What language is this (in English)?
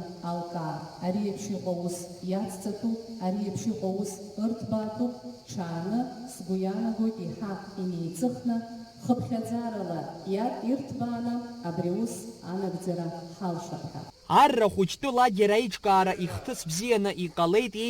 Abkhazian